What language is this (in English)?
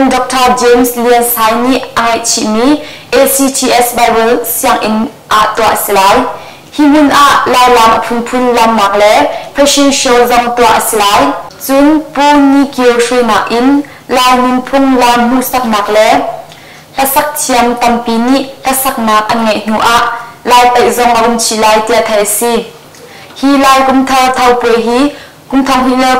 Hakha Chin